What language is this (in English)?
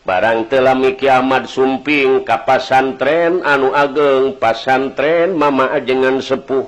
Sundanese